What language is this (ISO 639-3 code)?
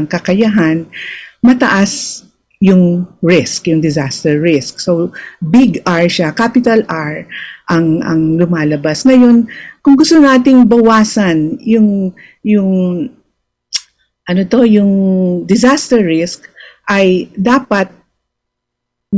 fil